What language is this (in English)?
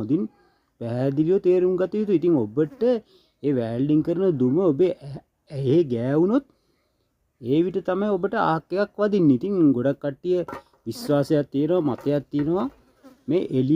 Sinhala